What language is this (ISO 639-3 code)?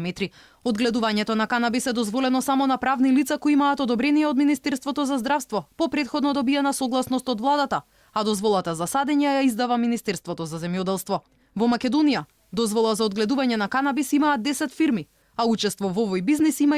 mkd